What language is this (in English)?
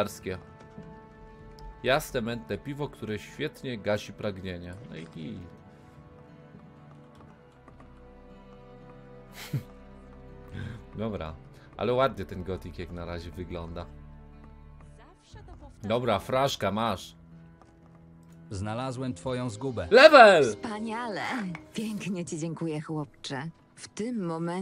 Polish